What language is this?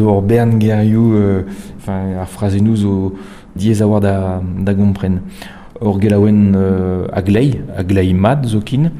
Breton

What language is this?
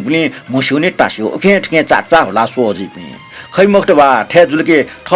Newari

